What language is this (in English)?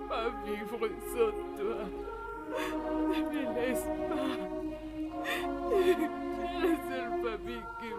French